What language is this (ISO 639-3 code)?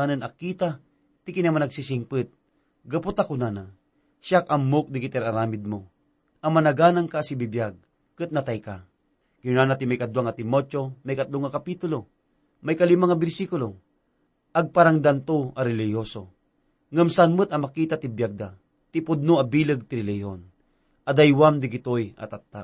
ilo